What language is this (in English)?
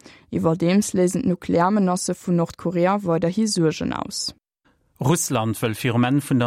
Luxembourgish